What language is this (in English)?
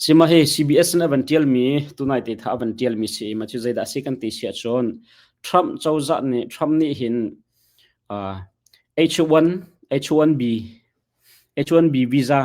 Hakha Chin